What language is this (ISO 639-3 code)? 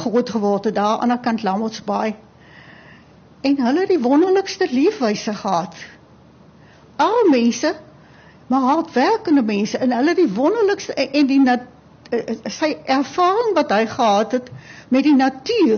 afr